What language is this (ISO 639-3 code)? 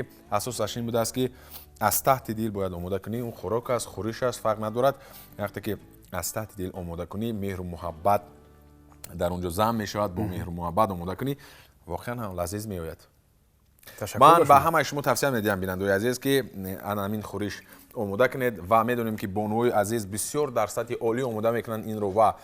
tgk